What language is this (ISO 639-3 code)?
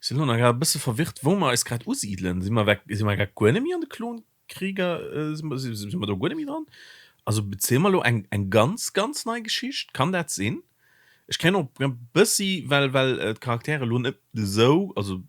ltz